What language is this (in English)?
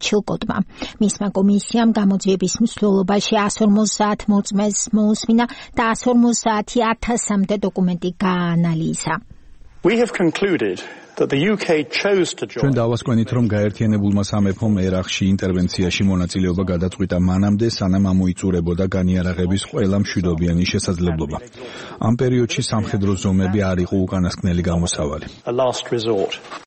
Georgian